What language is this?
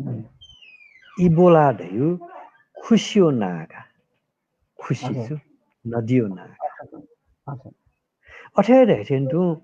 Newari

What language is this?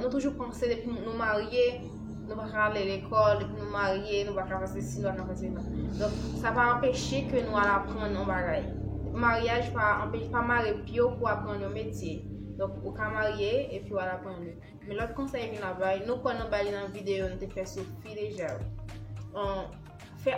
Haitian Creole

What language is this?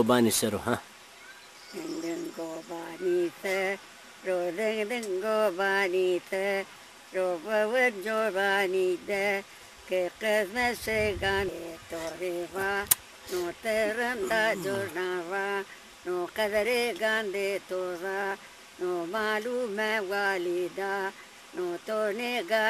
Zaza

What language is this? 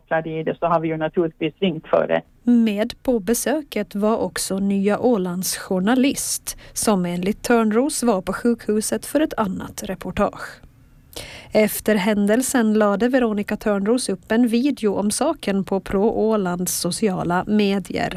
Swedish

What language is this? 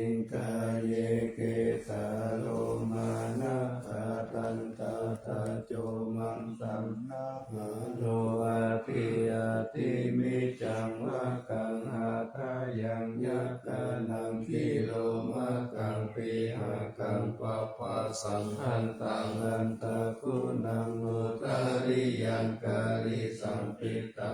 Pali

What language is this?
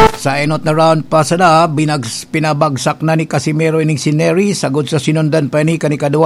Bikol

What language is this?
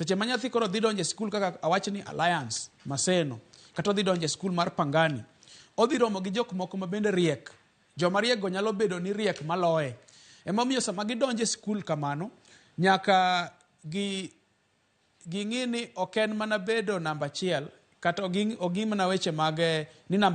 Luo (Kenya and Tanzania)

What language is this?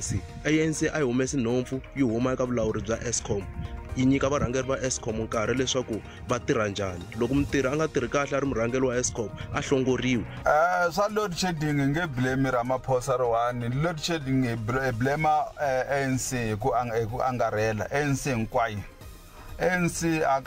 Tsonga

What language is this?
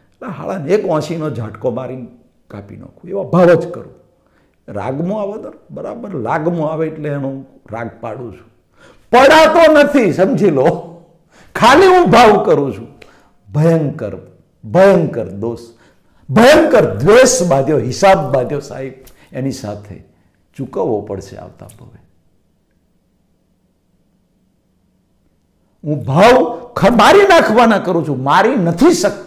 Gujarati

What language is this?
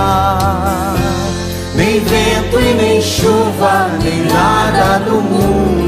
Portuguese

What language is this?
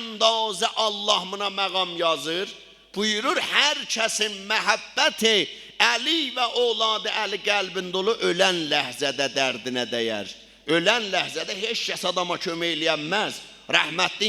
South Azerbaijani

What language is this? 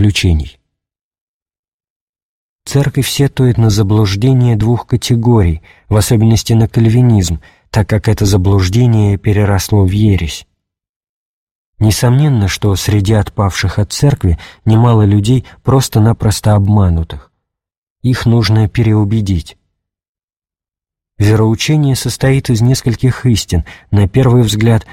Russian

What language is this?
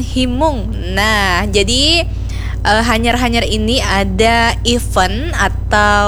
Banjar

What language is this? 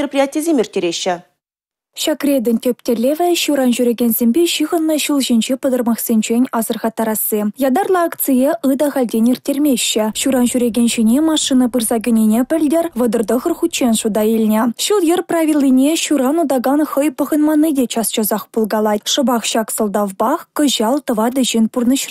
Chuvash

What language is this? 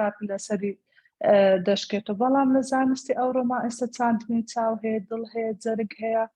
Central Kurdish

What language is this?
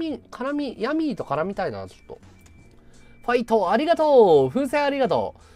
Japanese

